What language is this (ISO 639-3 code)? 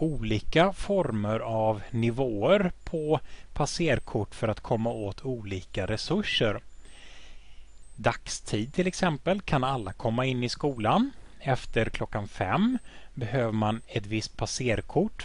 swe